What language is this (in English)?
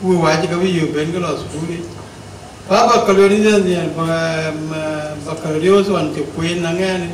Dinka